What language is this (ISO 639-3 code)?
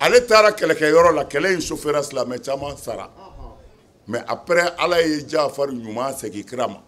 bam